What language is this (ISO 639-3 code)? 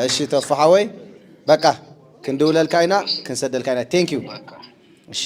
tir